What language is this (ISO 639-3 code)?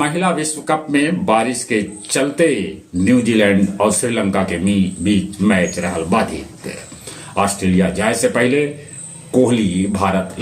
mag